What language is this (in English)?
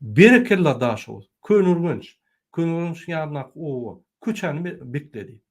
Turkmen